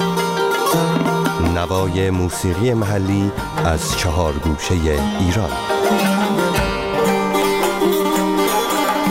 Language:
Persian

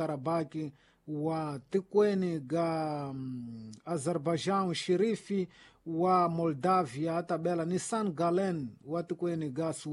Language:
Tsonga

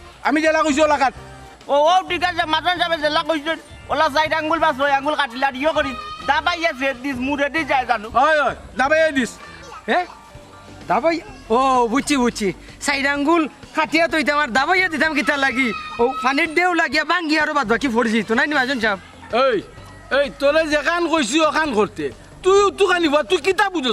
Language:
Sylheti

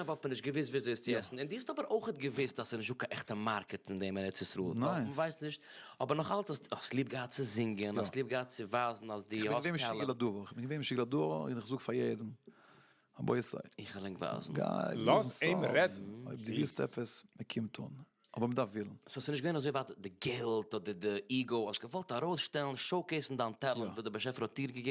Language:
Yiddish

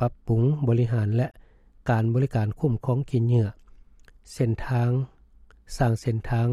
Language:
Lao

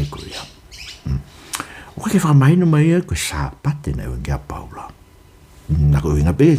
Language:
Tongan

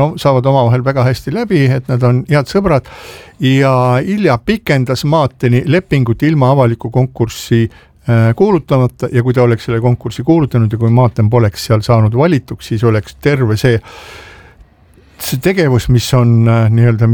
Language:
Estonian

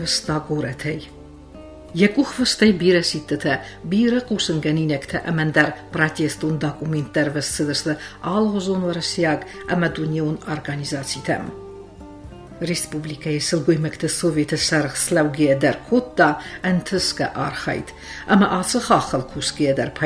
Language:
Ossetic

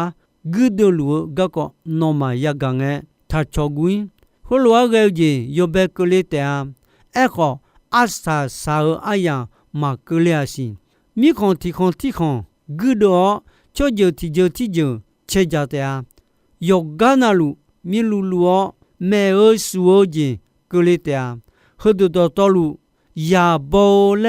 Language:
Akha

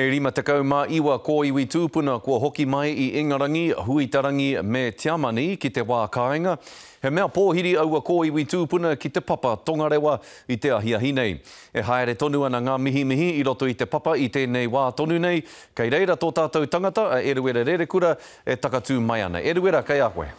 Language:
Māori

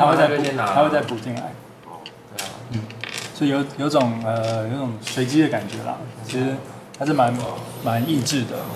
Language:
Chinese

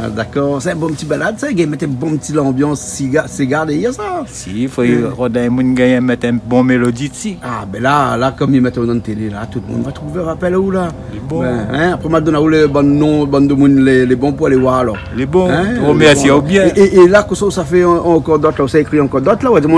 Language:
Réunion Creole French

